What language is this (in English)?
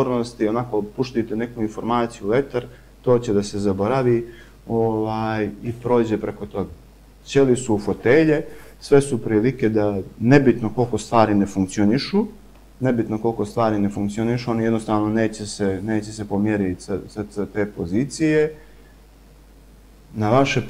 Bosnian